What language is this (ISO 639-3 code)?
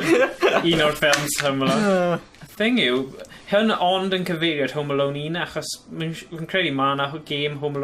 cym